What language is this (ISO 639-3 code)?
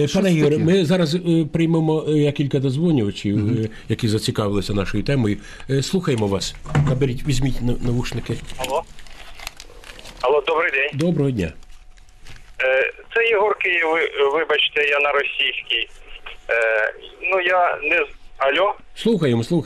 ukr